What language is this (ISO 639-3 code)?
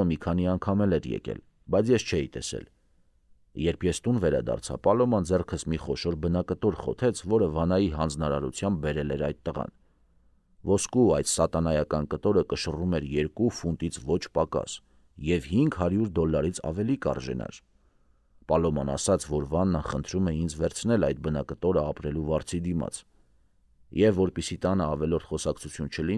hye